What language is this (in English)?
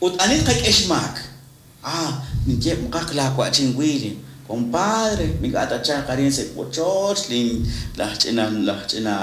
Kekchí